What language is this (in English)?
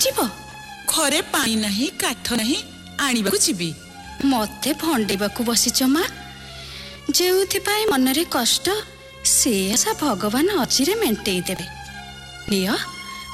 Odia